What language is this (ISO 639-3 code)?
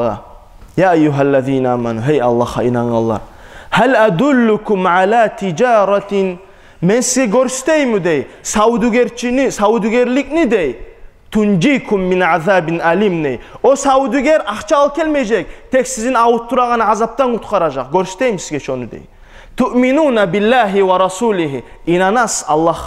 kum